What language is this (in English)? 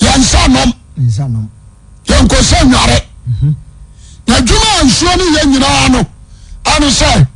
Akan